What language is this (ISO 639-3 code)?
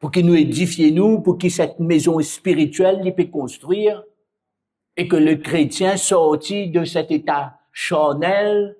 mfe